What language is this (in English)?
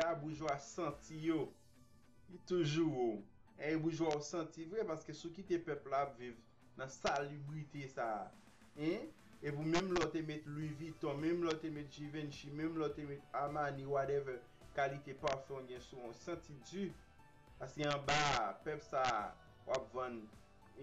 Haitian Creole